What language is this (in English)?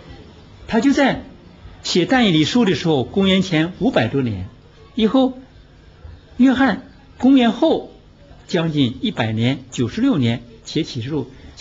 Chinese